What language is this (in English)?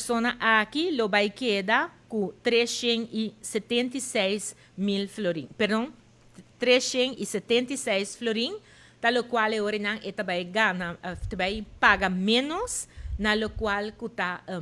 Papiamento